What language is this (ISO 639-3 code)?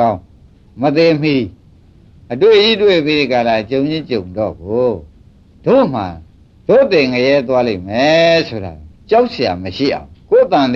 mya